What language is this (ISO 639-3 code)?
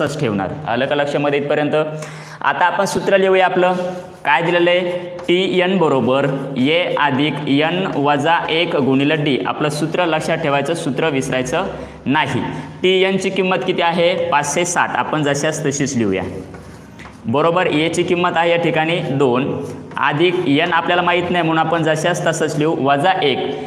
mar